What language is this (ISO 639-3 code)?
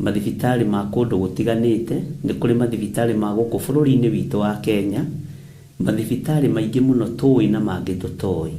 kik